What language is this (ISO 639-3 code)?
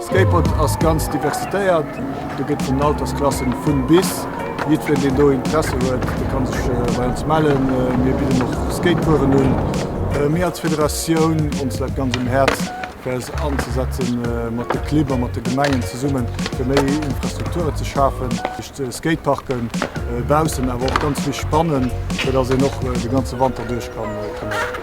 ltz